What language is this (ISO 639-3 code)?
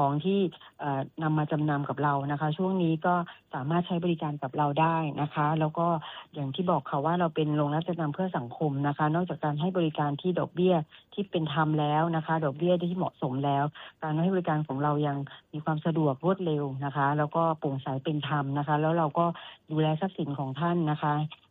tha